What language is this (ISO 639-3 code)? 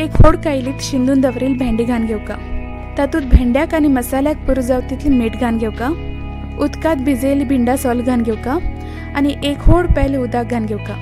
kok